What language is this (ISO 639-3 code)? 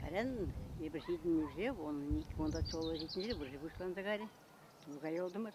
chv